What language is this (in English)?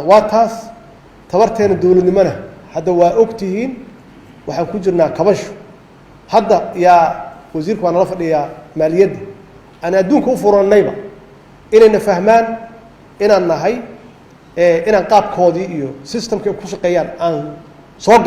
Somali